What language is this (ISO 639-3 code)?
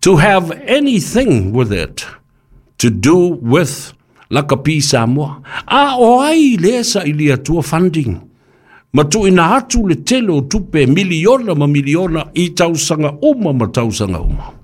smo